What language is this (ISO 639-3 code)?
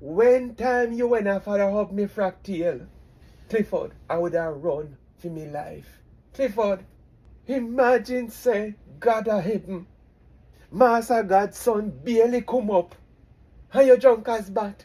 jam